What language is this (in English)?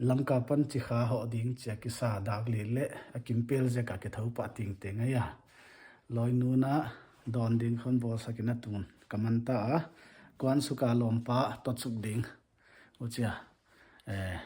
Paite Chin